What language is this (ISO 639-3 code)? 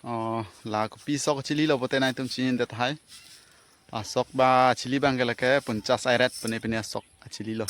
mjw